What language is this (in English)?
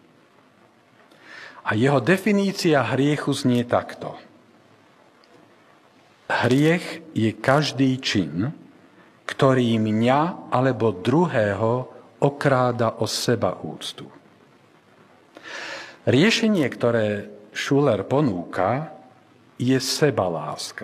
Slovak